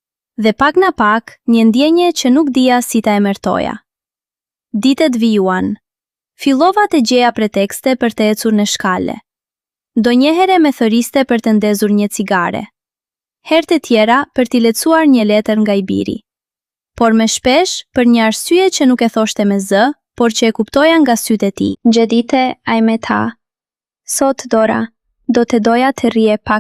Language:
Albanian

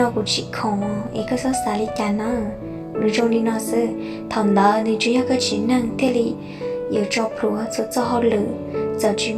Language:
Hmong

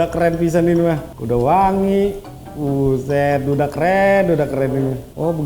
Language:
Betawi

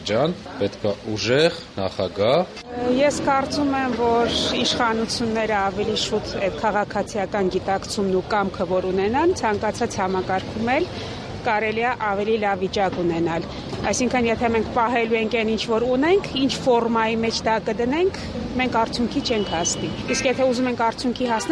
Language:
Armenian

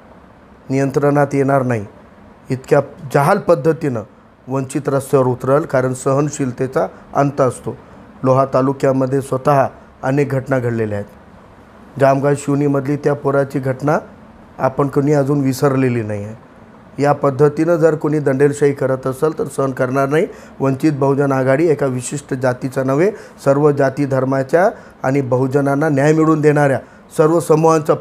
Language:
Marathi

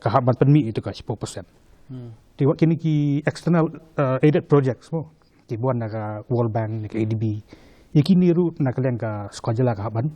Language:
Khasi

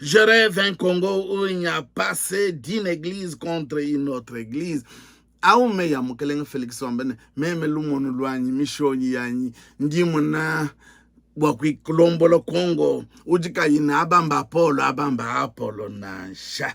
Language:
Luba-Lulua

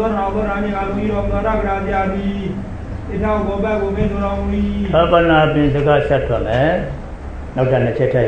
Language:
Burmese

